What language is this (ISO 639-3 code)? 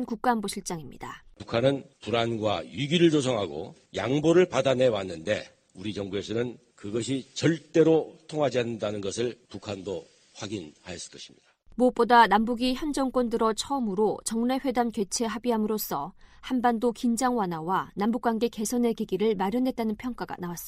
kor